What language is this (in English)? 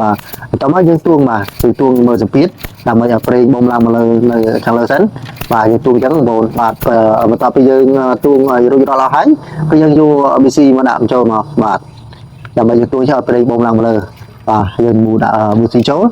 Khmer